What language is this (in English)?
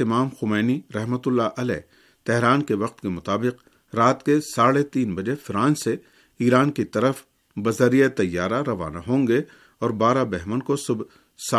Urdu